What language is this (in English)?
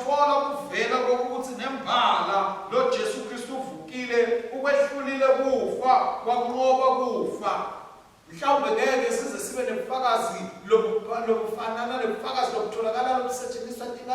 Swati